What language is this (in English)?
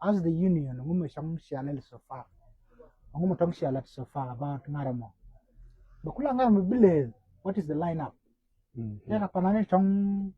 Nuer